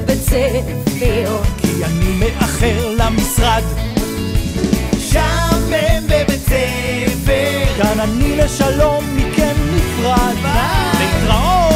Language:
Hebrew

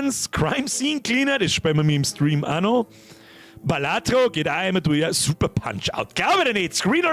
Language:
Bavarian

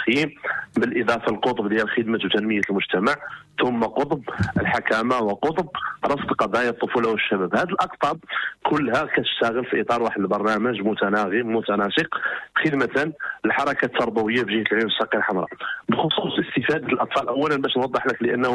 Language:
Moroccan Arabic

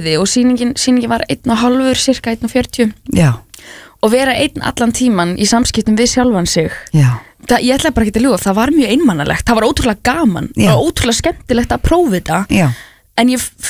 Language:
Icelandic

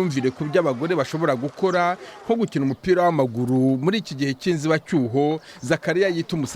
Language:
Kinyarwanda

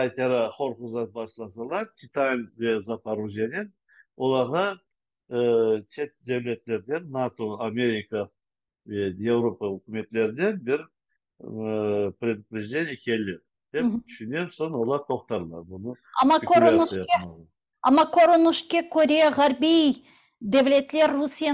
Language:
Crimean Tatar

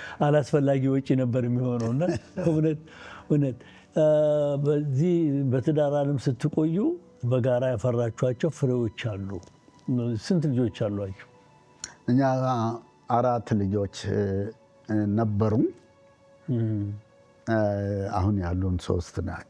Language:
Amharic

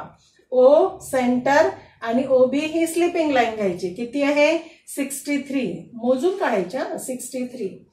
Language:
Marathi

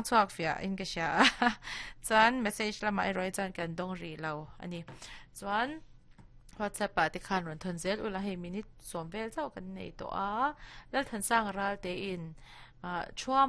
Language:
Mizo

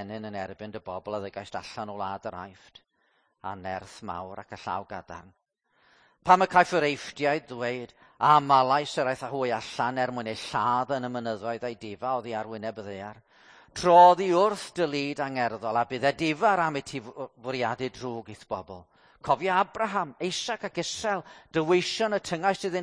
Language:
Welsh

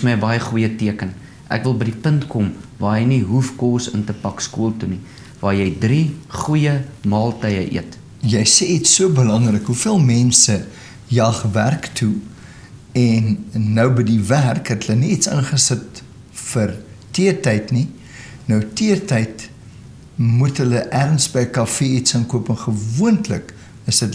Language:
Afrikaans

